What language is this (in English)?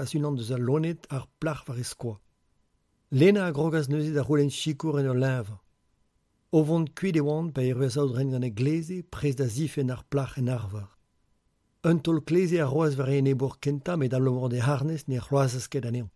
Breton